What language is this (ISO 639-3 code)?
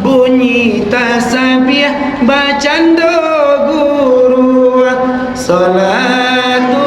min